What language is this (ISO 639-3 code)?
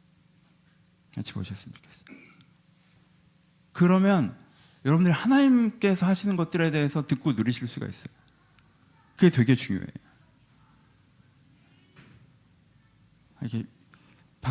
kor